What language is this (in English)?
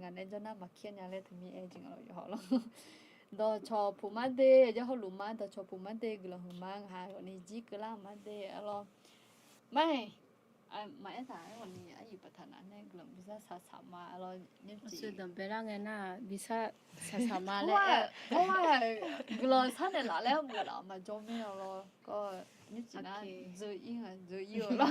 Akha